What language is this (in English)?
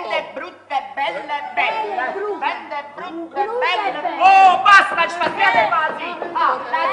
Neapolitan